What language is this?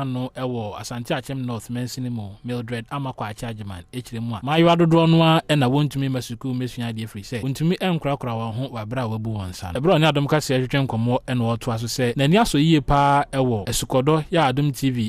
Akan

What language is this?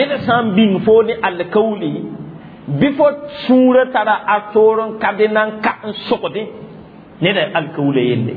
Mossi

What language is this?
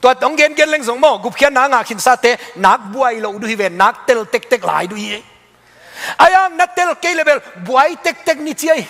Tedim Chin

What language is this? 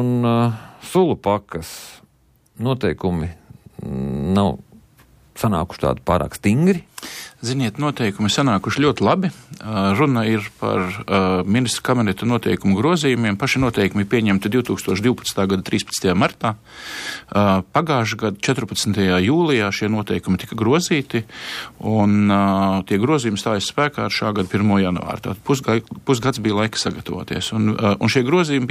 Latvian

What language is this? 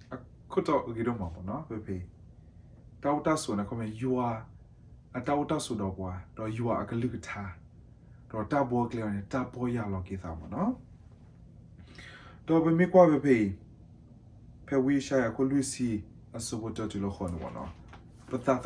S'gaw Karen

